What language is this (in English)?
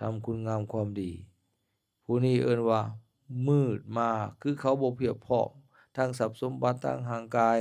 Lao